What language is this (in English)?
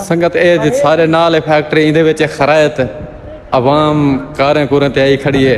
Saraiki